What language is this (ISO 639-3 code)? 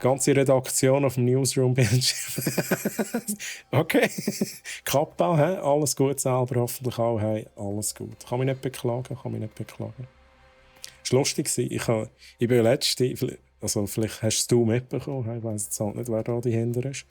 gsw